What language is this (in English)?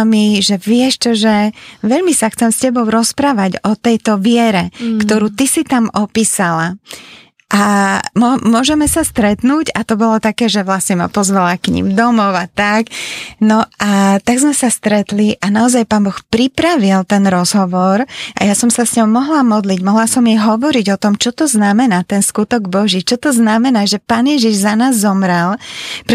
Slovak